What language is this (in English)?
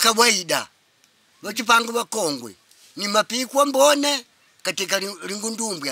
Makonde